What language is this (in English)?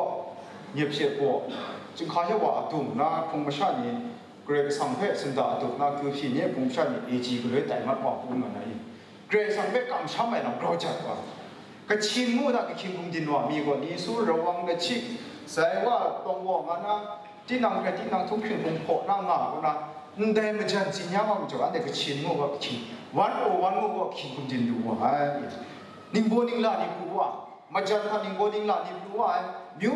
Kachin